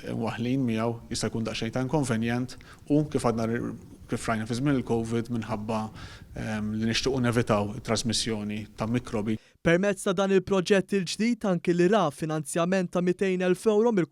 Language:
Maltese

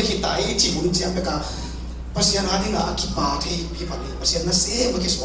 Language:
Tedim Chin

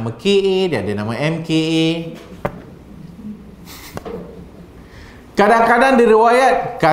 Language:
Malay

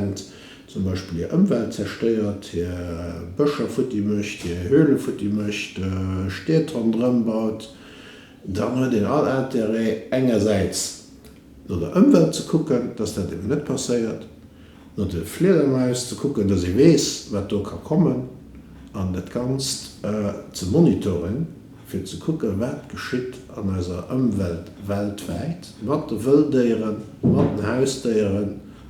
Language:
Luxembourgish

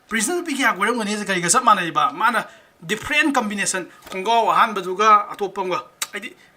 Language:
Manipuri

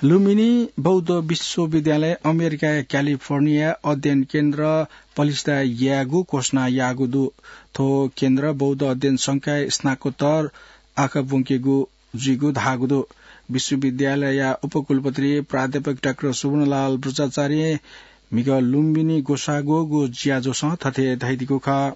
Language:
Newari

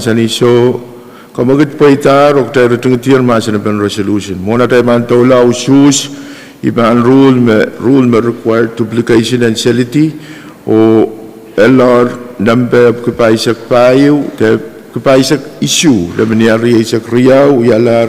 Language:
Pohnpeian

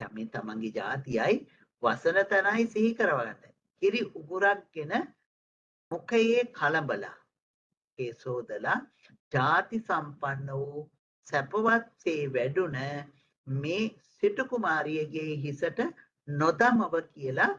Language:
Sinhala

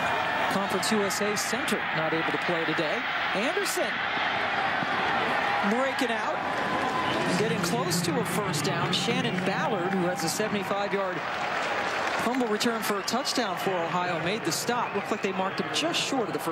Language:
English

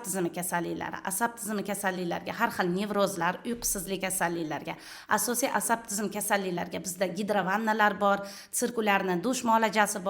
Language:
Uzbek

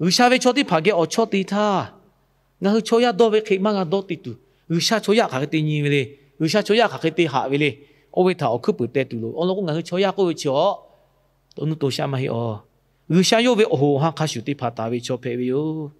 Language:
Lahu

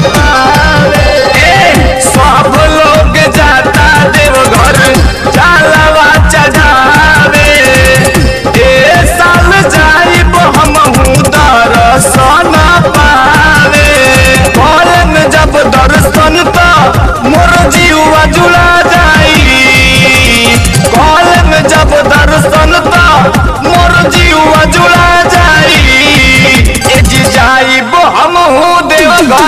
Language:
Bhojpuri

